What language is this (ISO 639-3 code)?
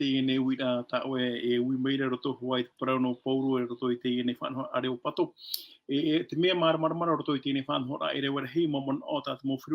tah